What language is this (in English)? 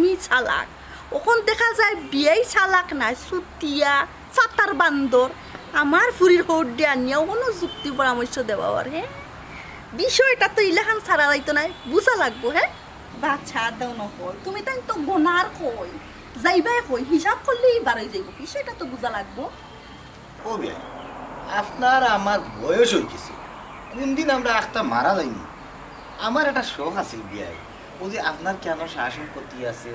Sylheti